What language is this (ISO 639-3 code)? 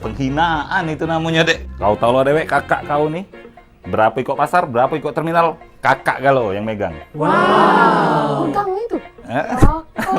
mui